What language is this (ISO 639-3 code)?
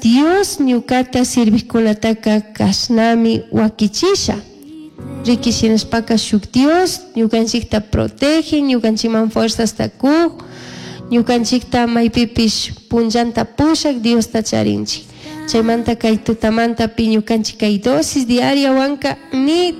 qug